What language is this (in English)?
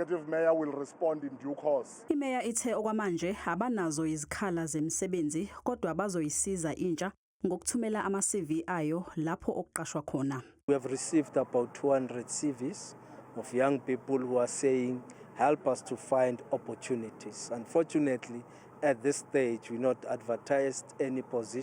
Zulu